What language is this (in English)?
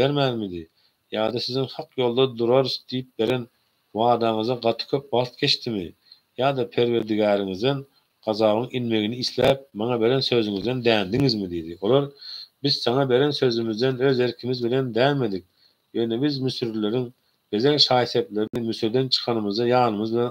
Turkmen